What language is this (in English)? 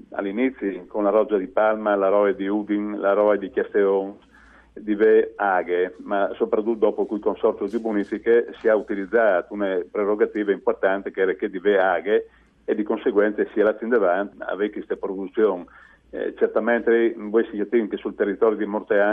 Friulian